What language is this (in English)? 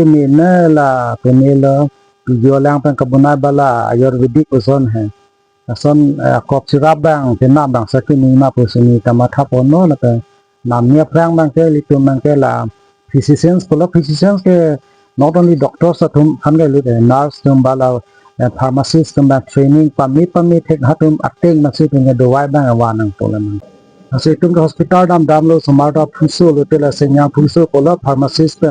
Karbi